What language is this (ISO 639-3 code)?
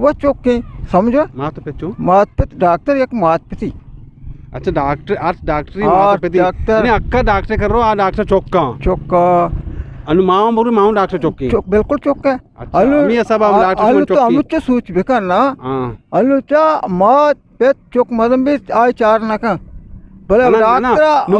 bgp